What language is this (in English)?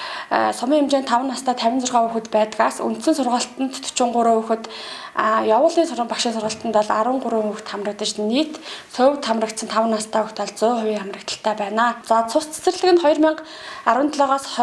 Mongolian